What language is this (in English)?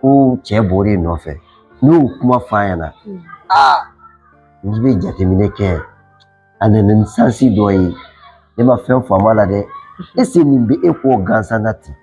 Bambara